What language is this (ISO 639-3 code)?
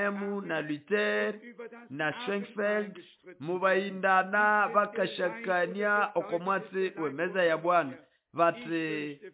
nnb